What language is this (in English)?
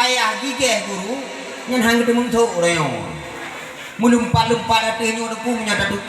Achinese